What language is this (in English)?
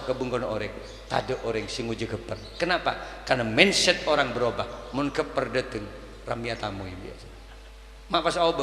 Madurese